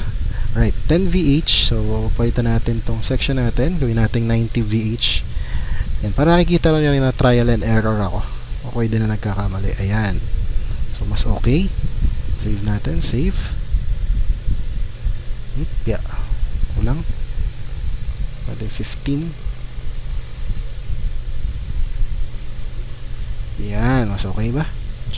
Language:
Filipino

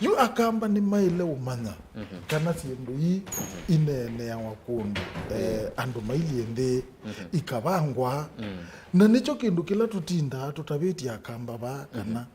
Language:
Kamba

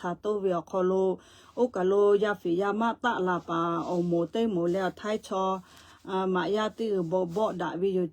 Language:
Lahu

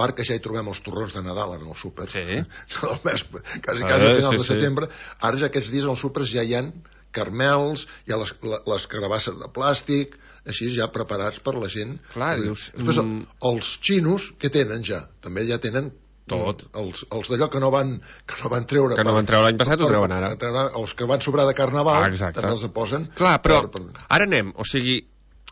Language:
Catalan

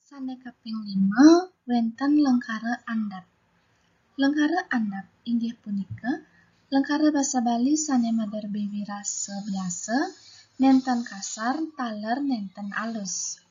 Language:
Balinese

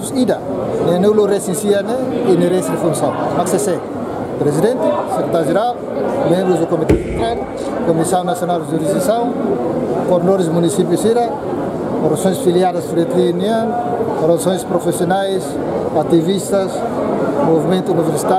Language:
Tetum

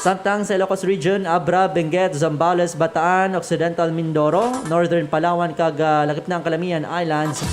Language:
Hiligaynon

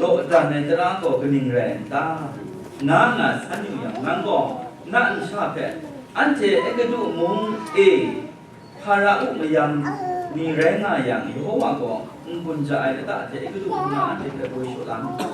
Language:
Kachin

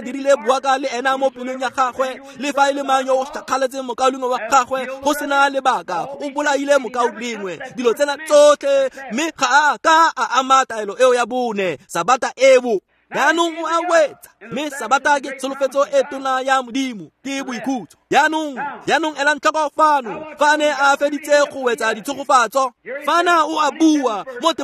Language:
Tswana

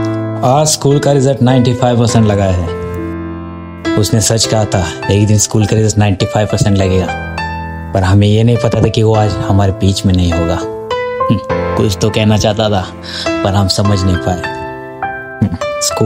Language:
Hindi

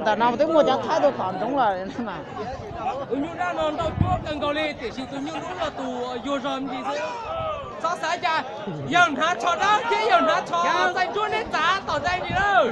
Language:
Hmong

